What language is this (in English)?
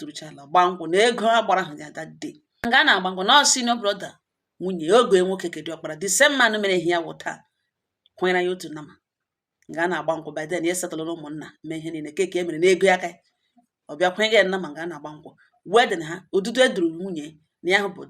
Igbo